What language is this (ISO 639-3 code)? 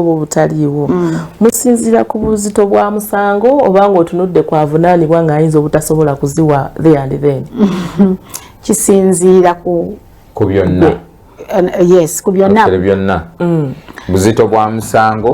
lug